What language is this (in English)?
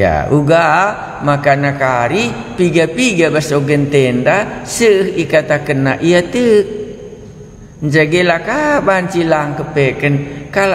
Batak Karo